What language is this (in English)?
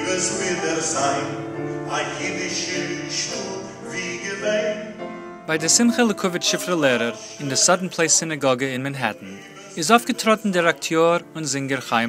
Yiddish